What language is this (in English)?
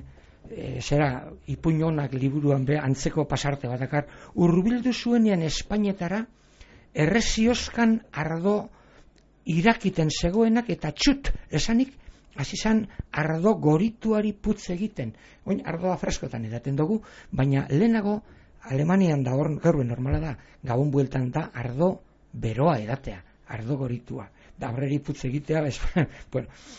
Basque